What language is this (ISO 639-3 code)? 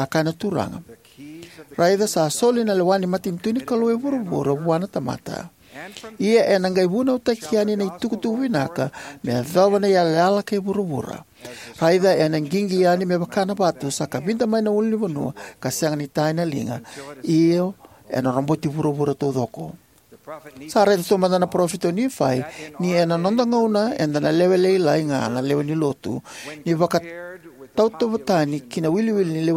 fij